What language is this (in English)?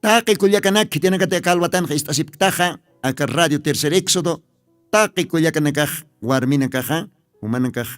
Aymara